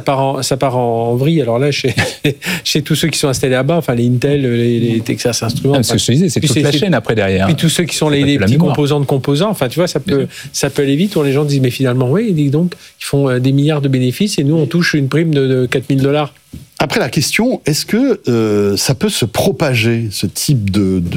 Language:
French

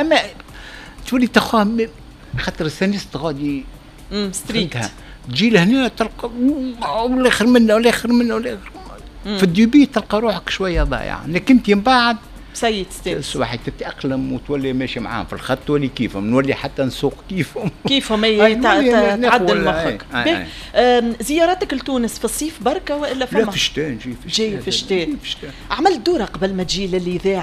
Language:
Tunisian Arabic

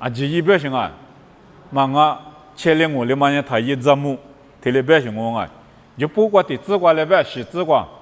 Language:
Lisu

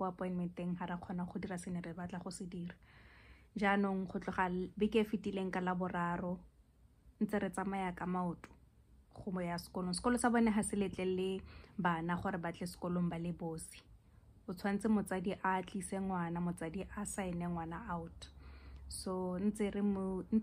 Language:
Tswana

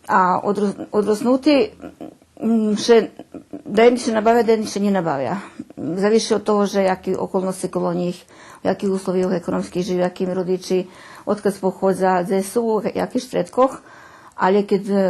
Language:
Rusyn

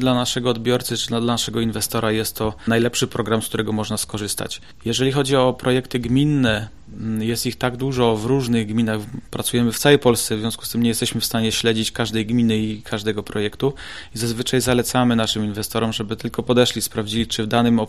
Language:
Polish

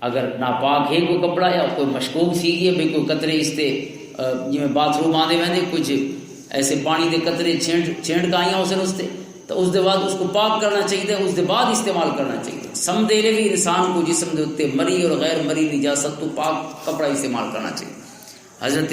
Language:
Western Panjabi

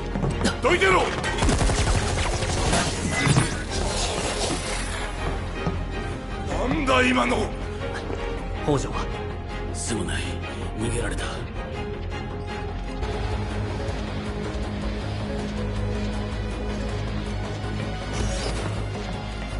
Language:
Japanese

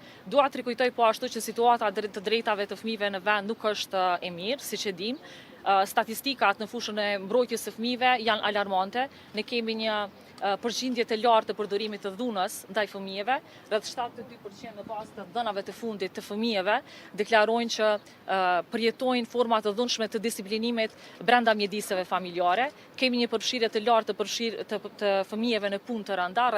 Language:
Albanian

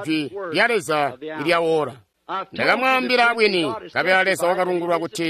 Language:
Tonga (Zambia)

